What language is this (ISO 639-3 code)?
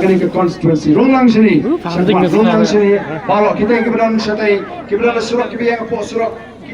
kha